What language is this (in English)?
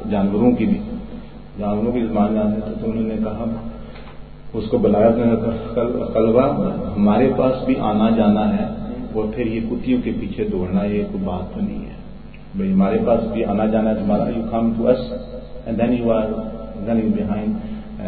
Urdu